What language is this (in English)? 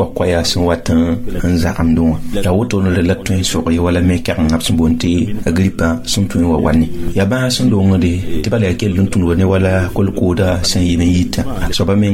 Mossi